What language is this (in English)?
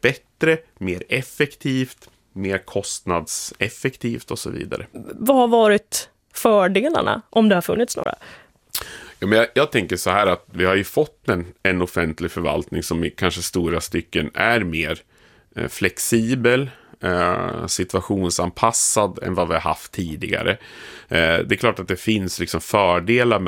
Swedish